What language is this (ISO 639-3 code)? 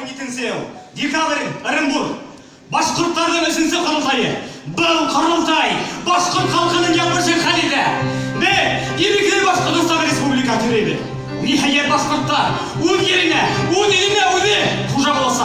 bak